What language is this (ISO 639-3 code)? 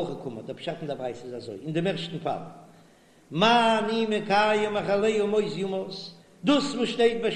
yid